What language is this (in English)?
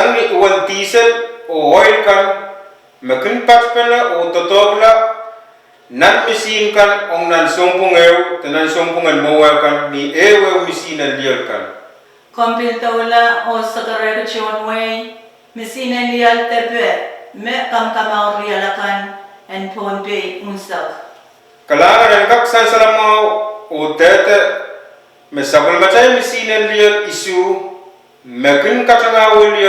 Pohnpeian